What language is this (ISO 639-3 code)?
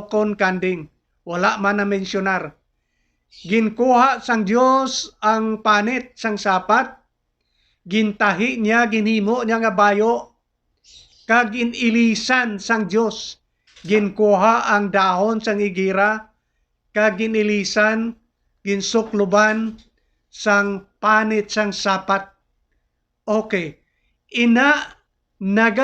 hil